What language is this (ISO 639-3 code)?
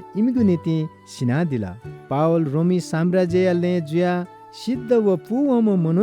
new